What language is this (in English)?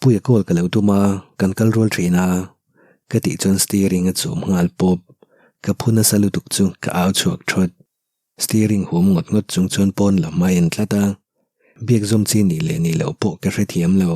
Mizo